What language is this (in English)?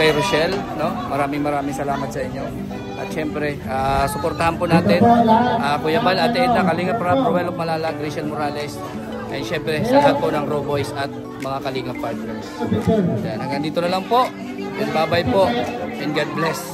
Filipino